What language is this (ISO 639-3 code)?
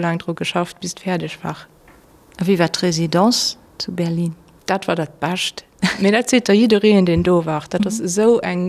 ltz